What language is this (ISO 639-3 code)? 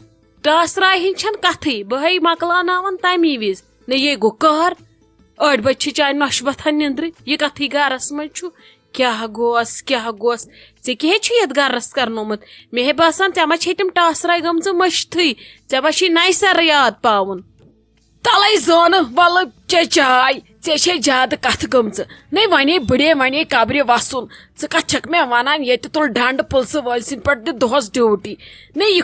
kas